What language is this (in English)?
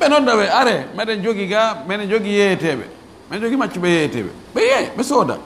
Fula